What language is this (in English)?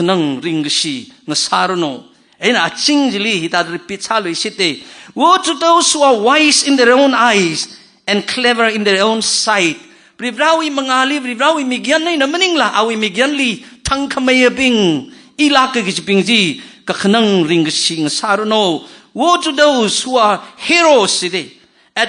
Tangkhul Naga (India)